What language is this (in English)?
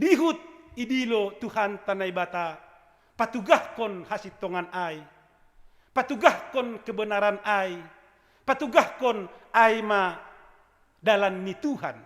Batak Simalungun